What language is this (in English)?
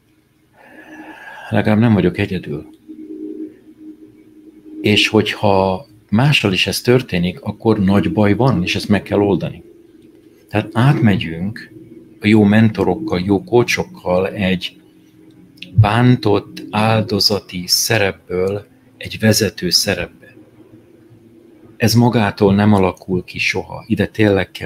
Hungarian